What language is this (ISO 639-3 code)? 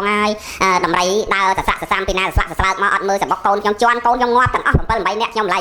khm